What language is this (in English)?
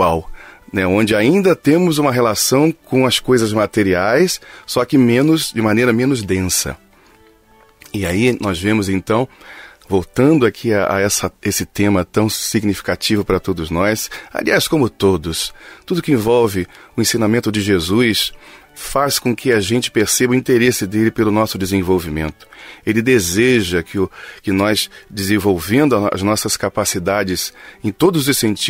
Portuguese